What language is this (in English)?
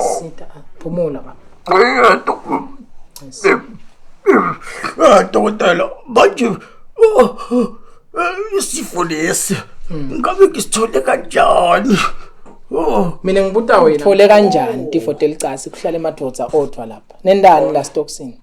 Zulu